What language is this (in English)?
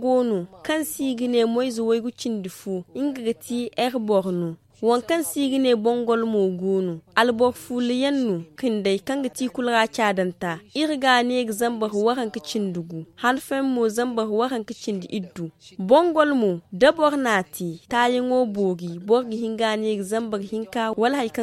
Zarma